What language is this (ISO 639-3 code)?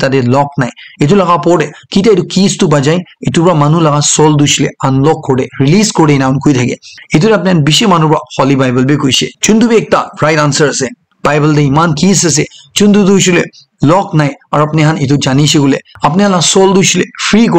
nag